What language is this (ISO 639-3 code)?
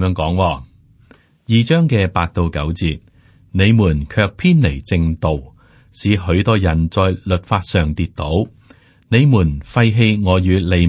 yue